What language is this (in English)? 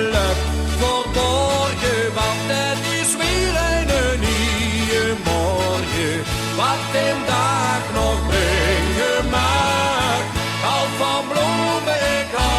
Limburgish